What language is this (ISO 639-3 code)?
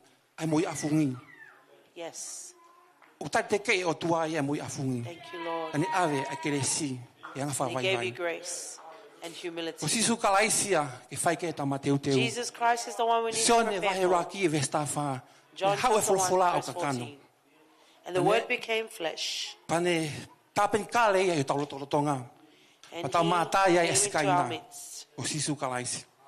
ton